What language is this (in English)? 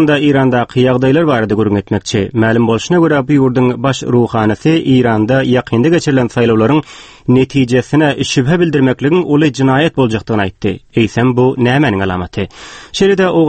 Turkmen